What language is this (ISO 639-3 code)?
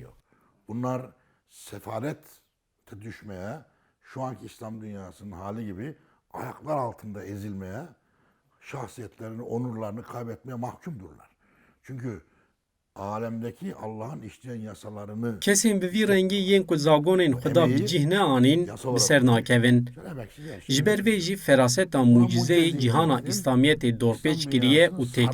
kur